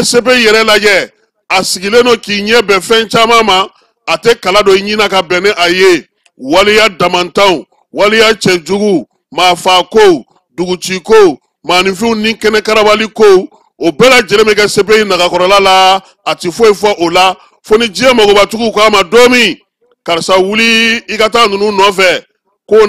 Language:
Bambara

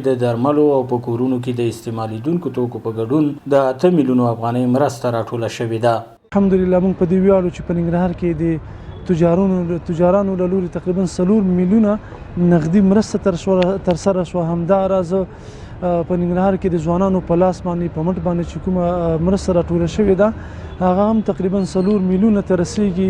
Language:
Pashto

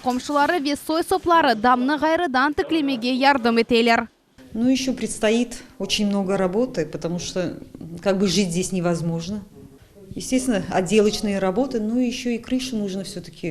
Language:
Crimean Tatar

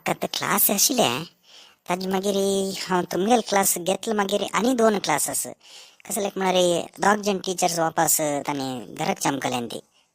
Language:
Konkani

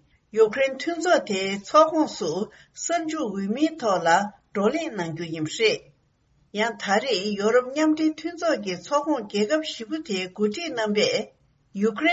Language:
Tibetan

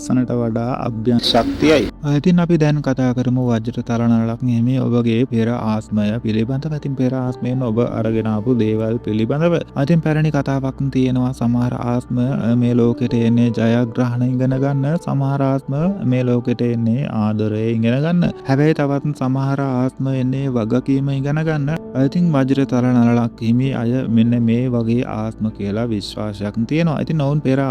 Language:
Sinhala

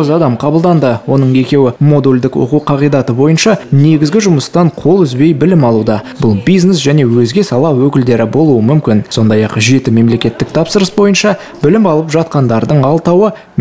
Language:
Kazakh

